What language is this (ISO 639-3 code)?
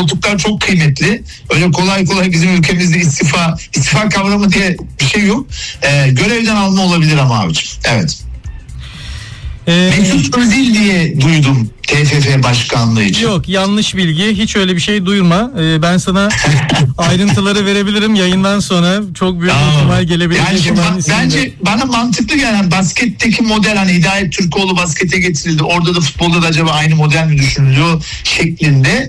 tur